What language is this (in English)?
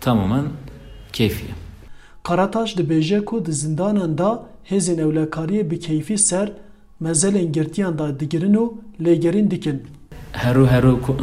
Kurdish